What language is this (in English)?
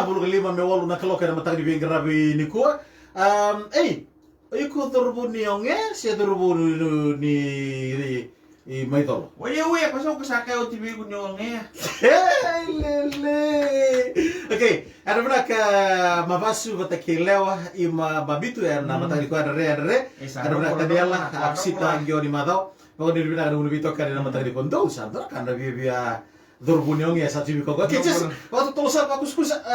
Fijian